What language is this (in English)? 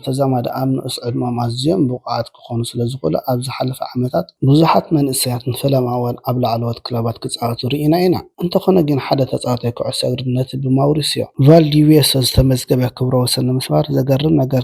Tigrinya